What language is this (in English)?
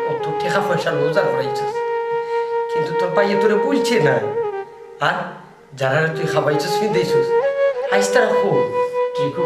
Sylheti